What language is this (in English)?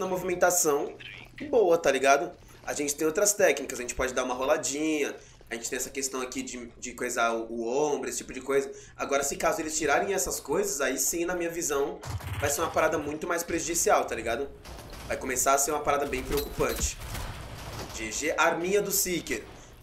Portuguese